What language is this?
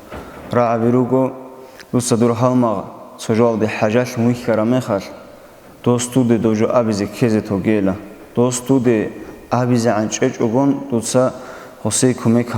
Avaric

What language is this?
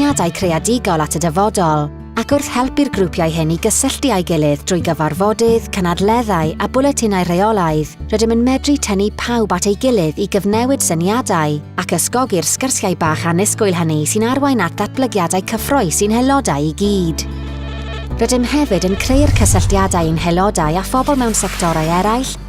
Welsh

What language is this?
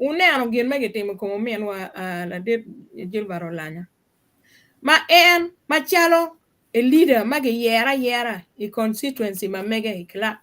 Acoli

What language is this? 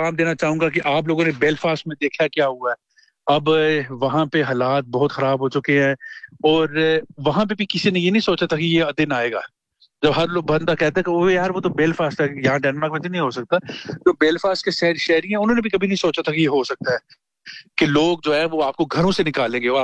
Urdu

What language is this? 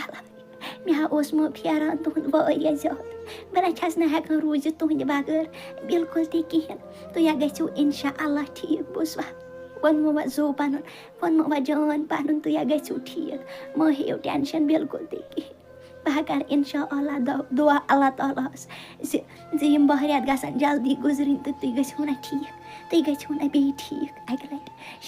Kashmiri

